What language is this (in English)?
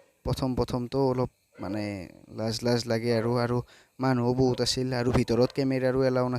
Assamese